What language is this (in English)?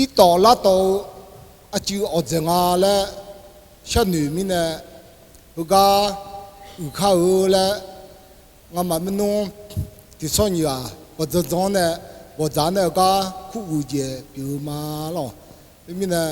Akha